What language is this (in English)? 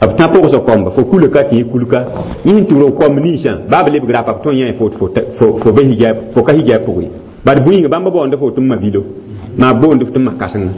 Mossi